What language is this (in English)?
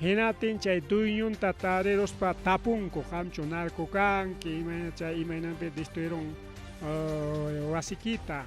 Ayacucho Quechua